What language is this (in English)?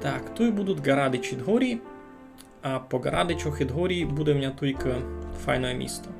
Rusyn